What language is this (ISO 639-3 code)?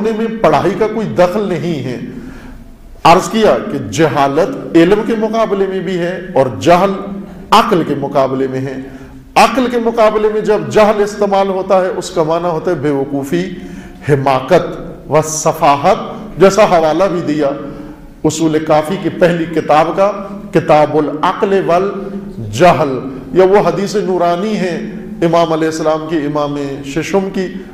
urd